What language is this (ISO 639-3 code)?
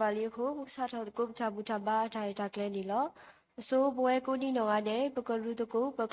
ksw